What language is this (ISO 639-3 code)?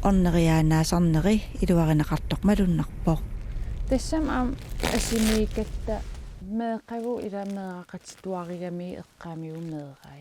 kal